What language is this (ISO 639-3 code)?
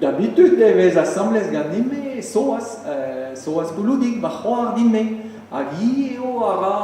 bre